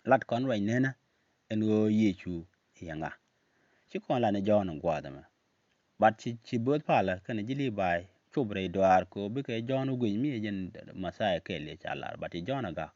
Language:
Nuer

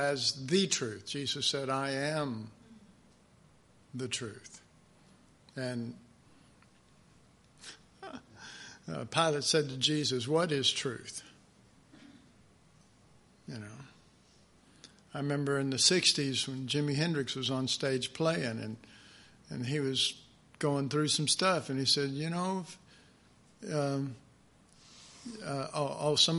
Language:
English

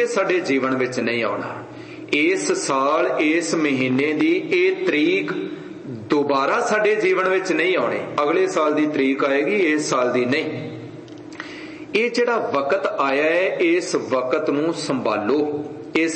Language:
Punjabi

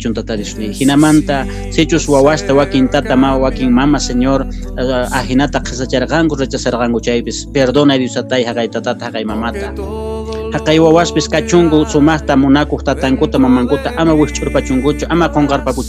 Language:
Quechua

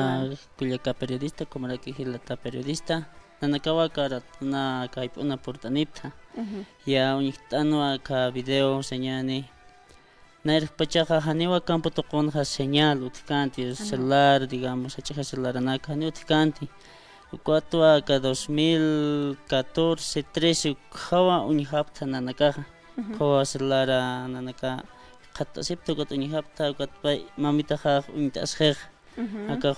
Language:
Aymara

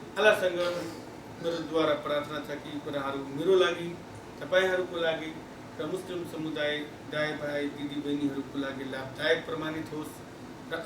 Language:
Nepali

